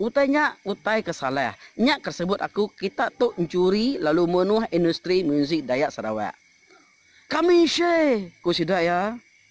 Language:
Iban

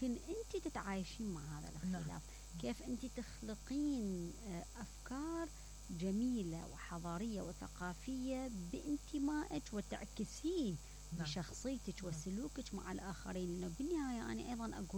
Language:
Mesopotamian Arabic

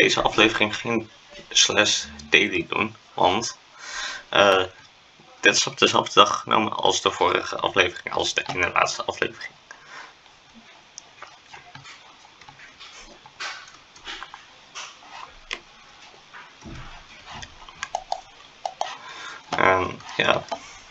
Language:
Dutch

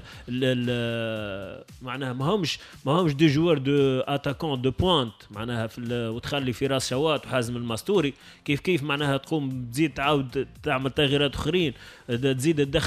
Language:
Tunisian Arabic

